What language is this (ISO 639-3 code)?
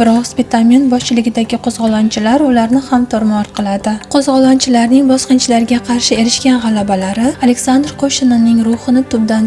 uzb